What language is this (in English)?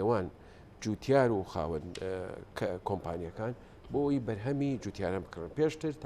Central Kurdish